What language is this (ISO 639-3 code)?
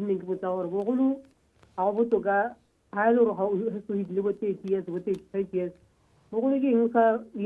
tsn